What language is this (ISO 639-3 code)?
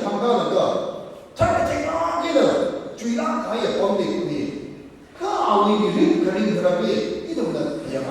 nmf